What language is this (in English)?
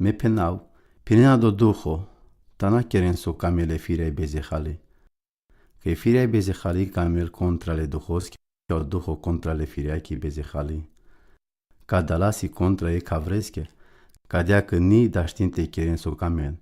Romany